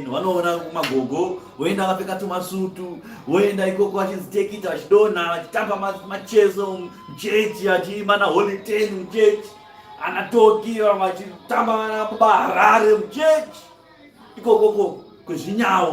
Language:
Shona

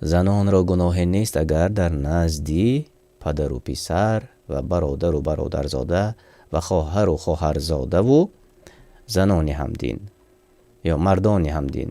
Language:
Tajik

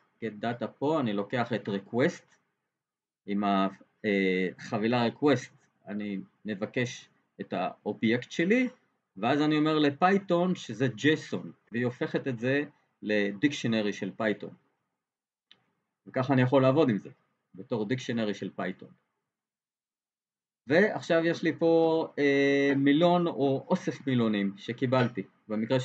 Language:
Hebrew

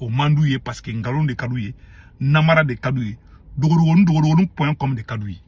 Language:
Bambara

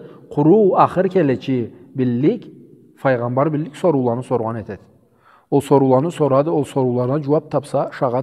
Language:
Karachay-Balkar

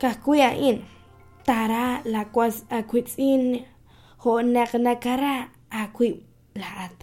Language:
Kekchí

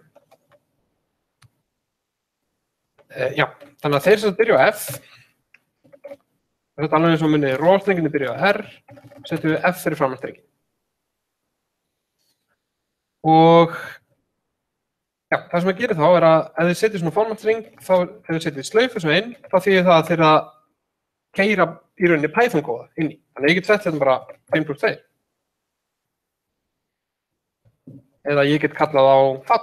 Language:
Icelandic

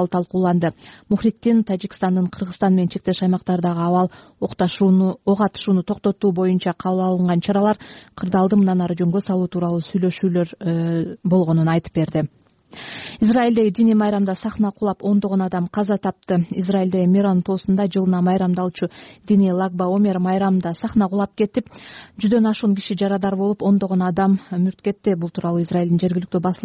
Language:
Kyrgyz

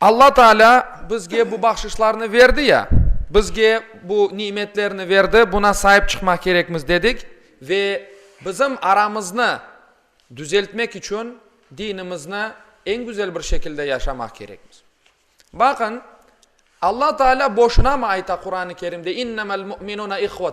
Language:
Crimean Tatar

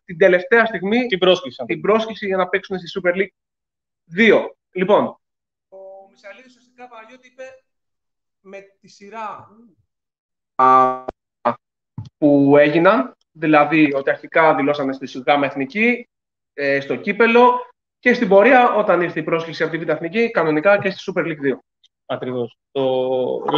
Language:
Greek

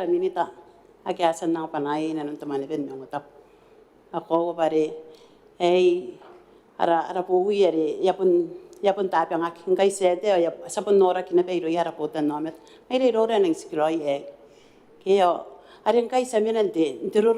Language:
Gilbertese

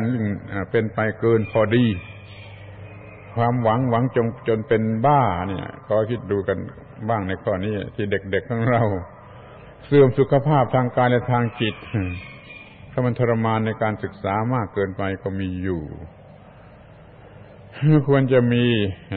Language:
Thai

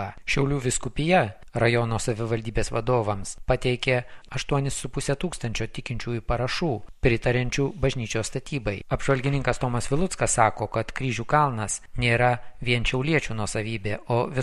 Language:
Lithuanian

